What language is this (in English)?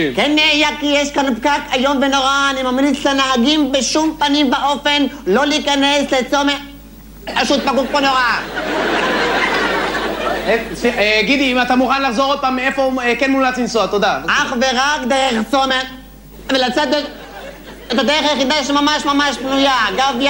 Hebrew